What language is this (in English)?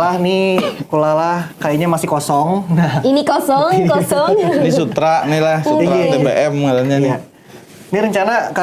Banjar